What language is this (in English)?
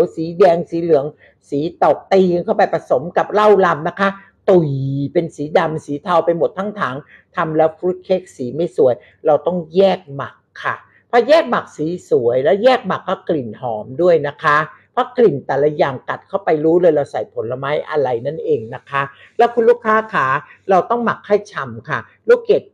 Thai